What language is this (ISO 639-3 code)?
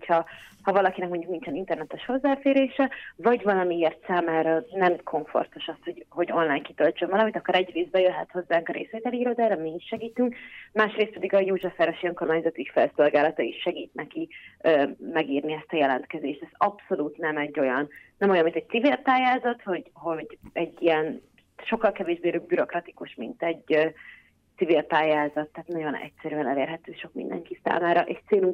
hun